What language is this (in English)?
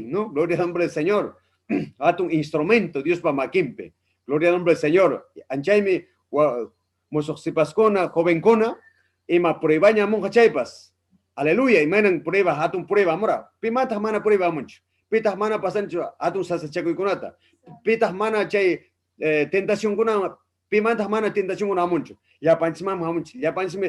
Ayacucho Quechua